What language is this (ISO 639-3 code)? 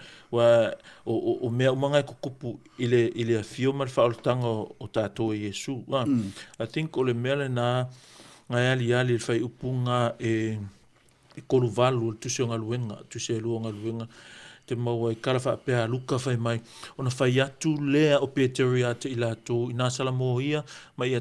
smo